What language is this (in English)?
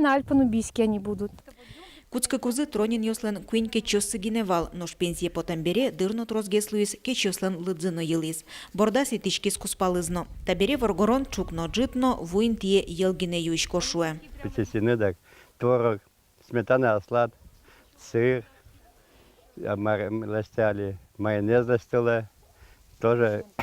Udmurt